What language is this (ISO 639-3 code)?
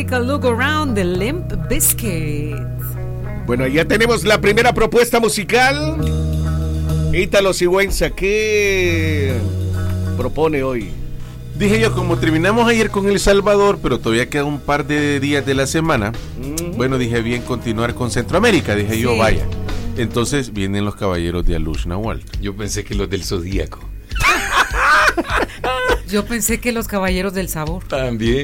spa